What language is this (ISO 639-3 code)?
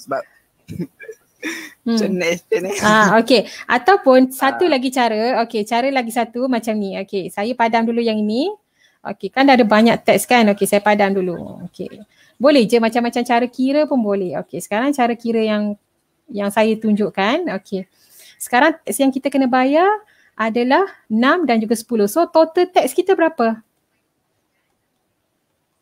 msa